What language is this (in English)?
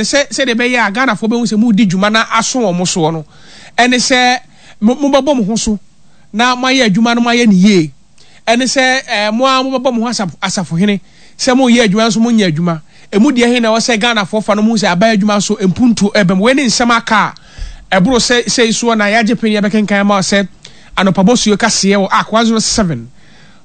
Akan